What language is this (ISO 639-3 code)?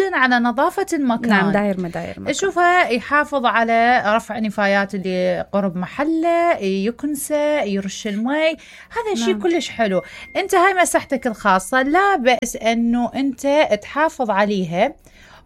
acm